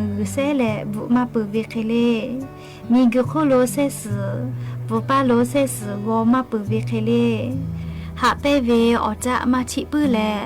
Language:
Lahu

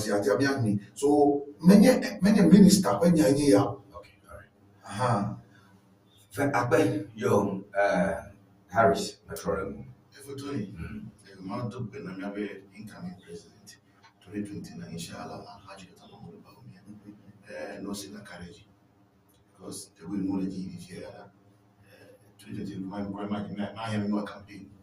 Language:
Ewe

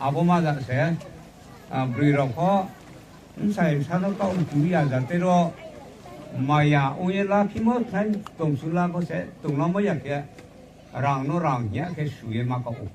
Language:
Riang (India)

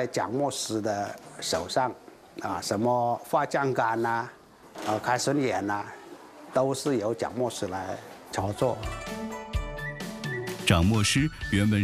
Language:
Chinese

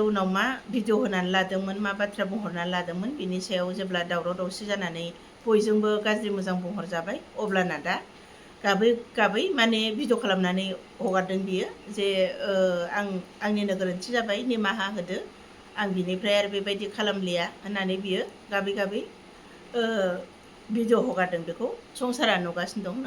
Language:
Bodo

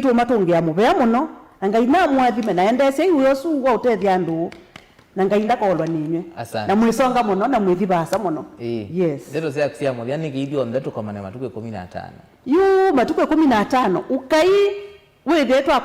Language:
Kamba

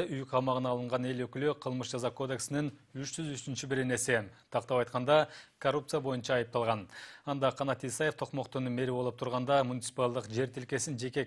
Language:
Kyrgyz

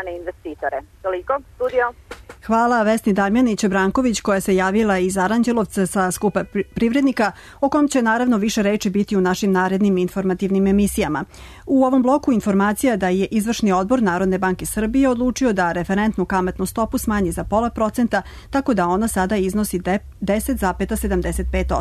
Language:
Serbian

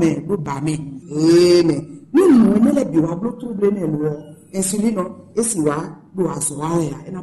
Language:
Fon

